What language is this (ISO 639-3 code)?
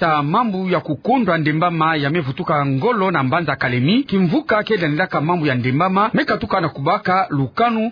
ktu